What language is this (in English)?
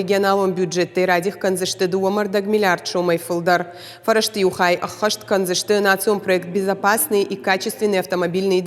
Ossetic